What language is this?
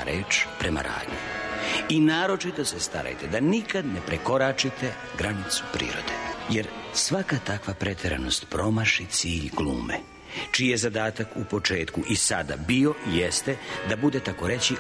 Serbian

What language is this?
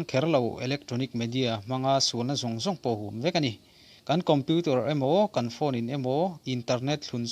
Mizo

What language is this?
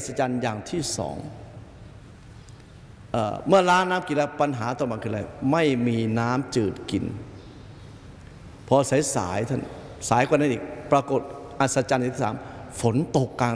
Thai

